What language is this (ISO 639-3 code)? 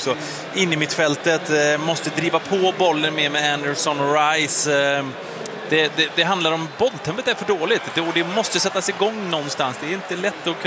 swe